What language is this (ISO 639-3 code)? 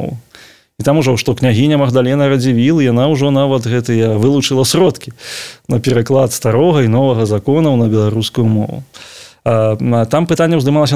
bel